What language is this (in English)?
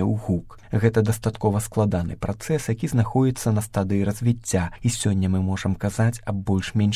Belarusian